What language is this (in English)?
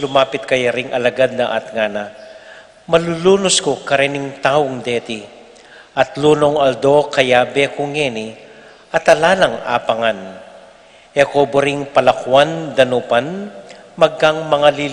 Pampanga